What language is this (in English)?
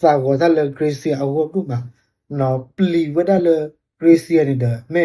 S'gaw Karen